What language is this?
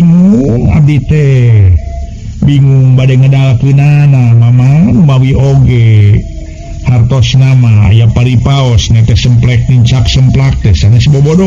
Sundanese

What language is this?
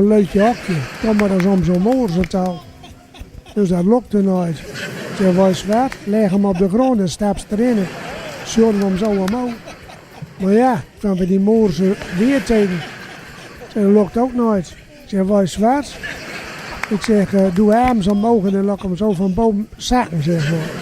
Gronings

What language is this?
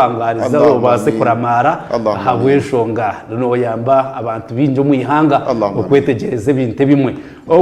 Nyankole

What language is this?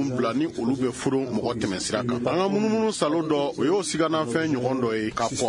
Bambara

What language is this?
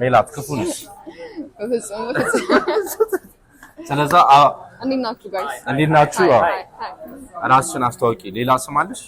Amharic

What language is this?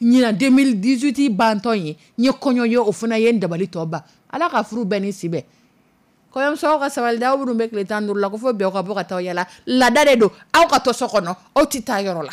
Dyula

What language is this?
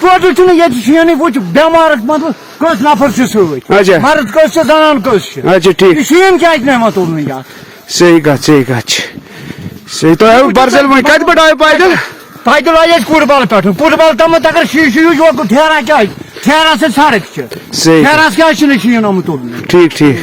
Kashmiri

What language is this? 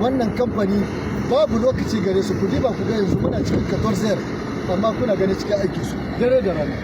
Hausa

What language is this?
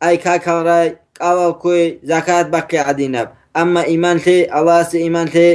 Avaric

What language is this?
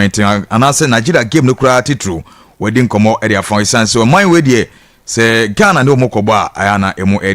Akan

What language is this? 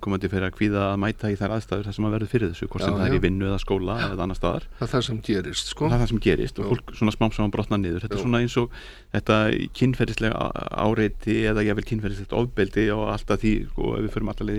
Icelandic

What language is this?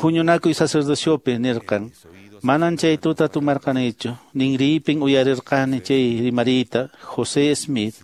Quechua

